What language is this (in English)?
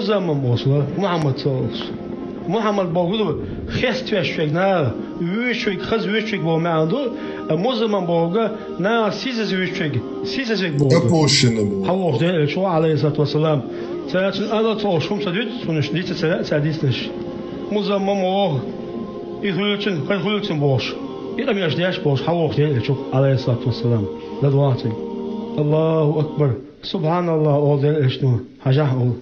Chechen